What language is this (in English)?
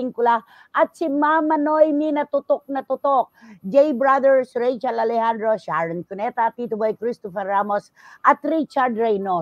Filipino